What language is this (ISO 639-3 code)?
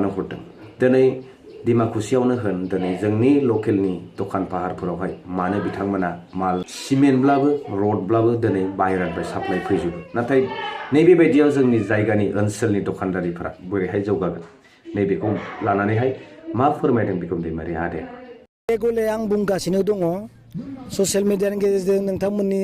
brx